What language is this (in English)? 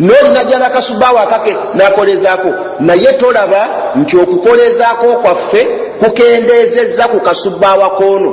Ganda